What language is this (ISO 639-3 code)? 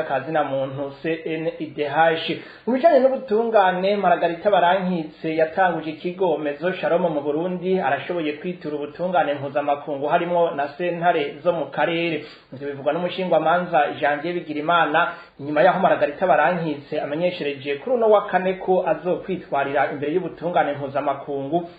run